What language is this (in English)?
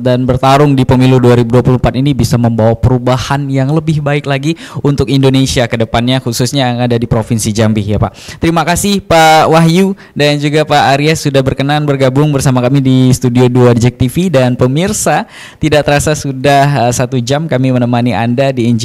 Indonesian